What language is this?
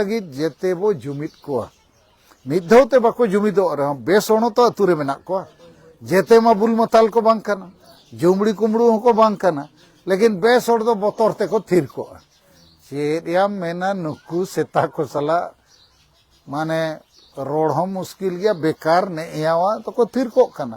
Santali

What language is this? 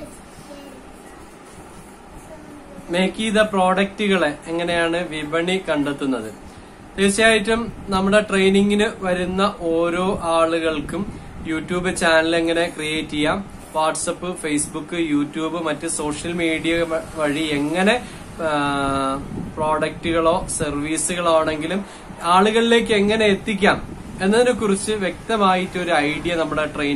Malayalam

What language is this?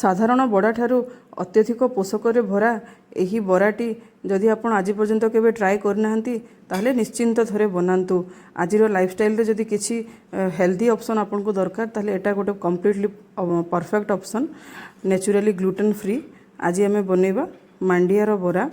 Odia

